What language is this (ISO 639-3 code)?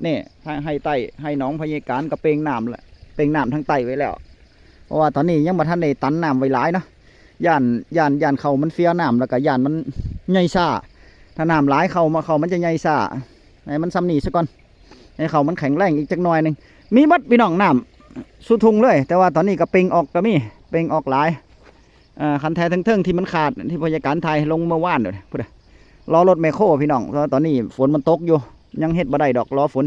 tts